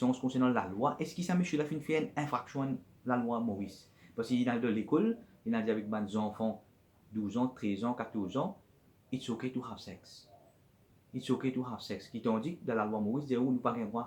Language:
Morisyen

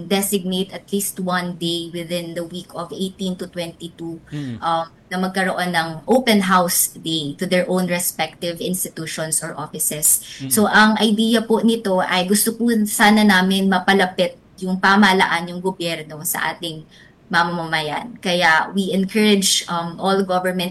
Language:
Filipino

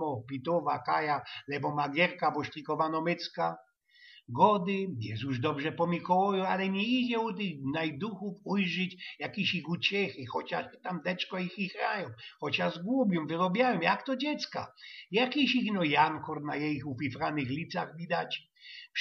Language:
Silesian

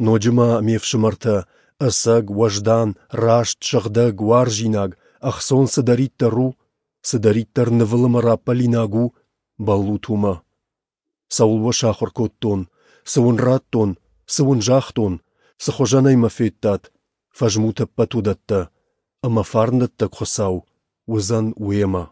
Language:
Ossetic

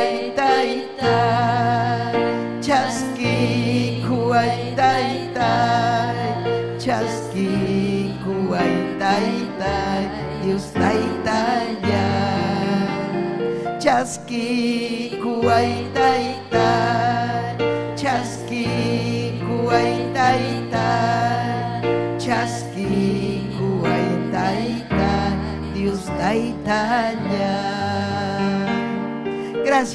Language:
Ayacucho Quechua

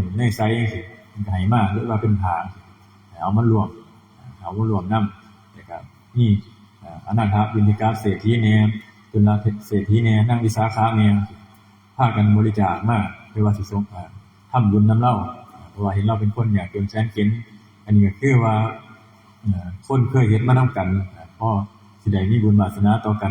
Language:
Northeastern Thai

